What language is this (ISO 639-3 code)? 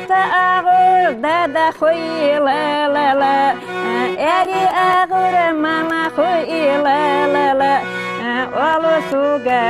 inh